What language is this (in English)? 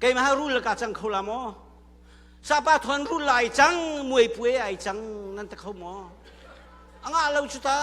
Hakha Chin